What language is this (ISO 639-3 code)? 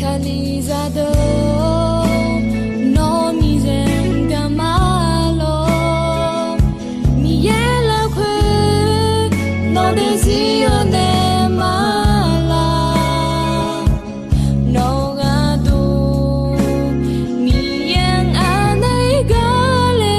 ahk